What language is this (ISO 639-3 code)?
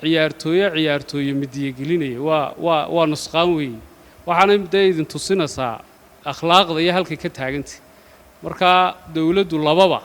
som